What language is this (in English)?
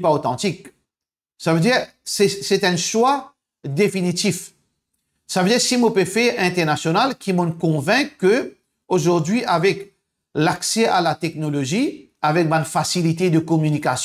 Morisyen